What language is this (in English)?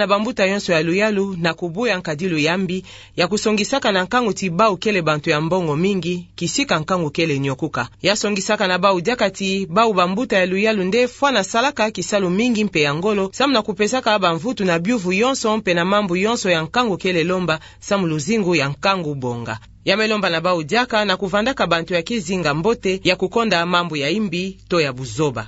Kituba (Democratic Republic of Congo)